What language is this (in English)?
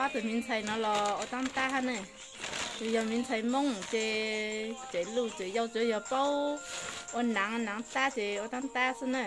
Hmong